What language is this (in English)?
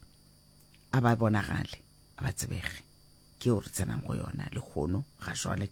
Northern Sotho